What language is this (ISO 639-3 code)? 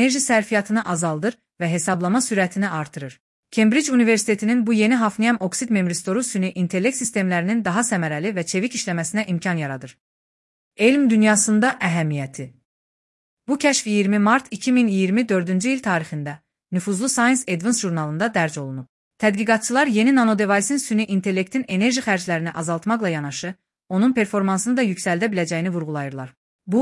aze